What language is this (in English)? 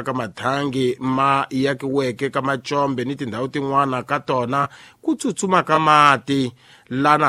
Tsonga